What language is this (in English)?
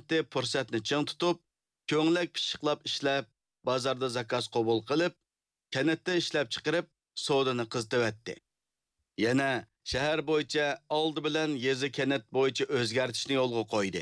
Uyghur